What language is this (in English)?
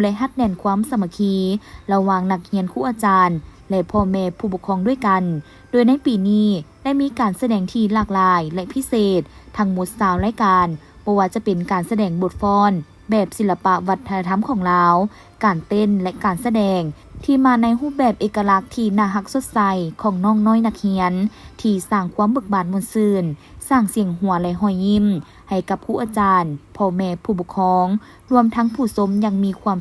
Lao